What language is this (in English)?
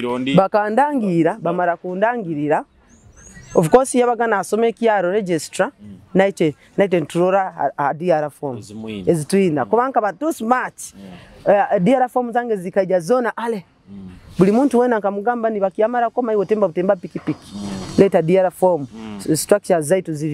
Nyoro